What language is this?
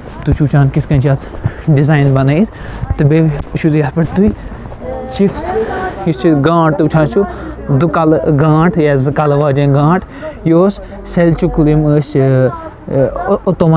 Kashmiri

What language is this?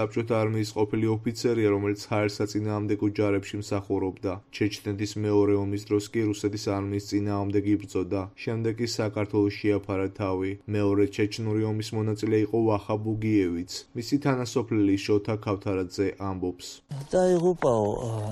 Georgian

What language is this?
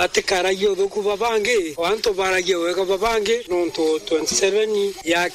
Meru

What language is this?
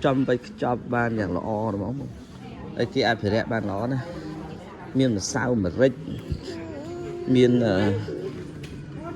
Khmer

